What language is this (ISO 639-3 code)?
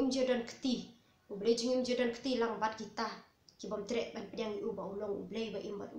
kha